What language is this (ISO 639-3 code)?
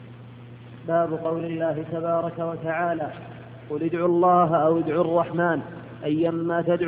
ara